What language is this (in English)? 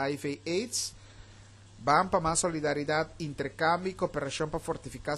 Papiamento